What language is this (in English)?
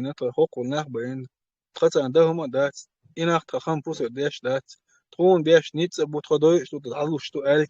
Chechen